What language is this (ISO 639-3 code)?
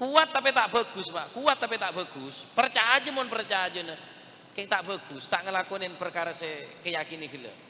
mad